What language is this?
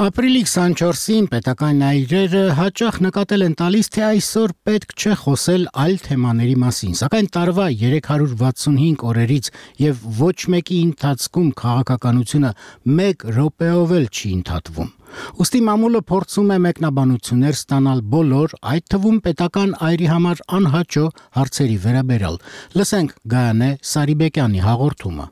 Armenian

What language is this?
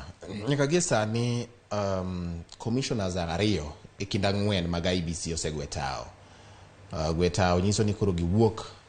Luo (Kenya and Tanzania)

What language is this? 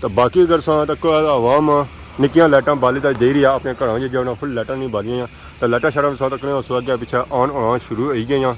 Pahari-Potwari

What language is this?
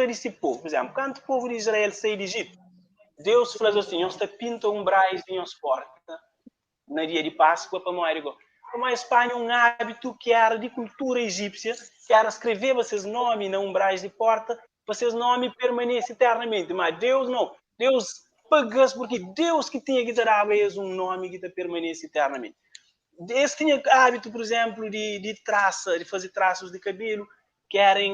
Kabuverdianu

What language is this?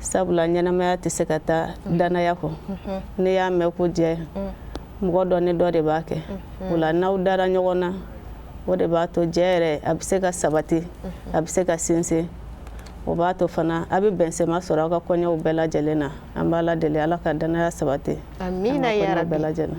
Bambara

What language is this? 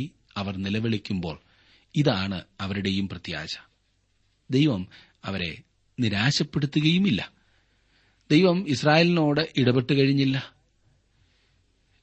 Malayalam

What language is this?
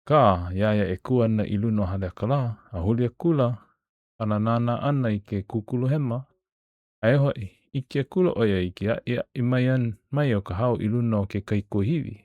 Hawaiian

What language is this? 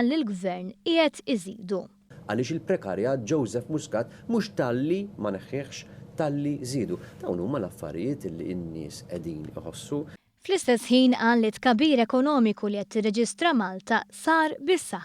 Maltese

